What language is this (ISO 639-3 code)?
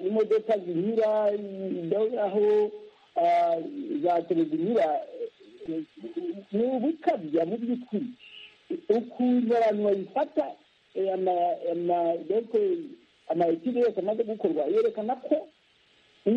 kin